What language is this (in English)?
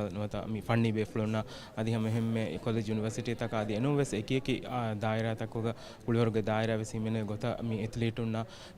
Divehi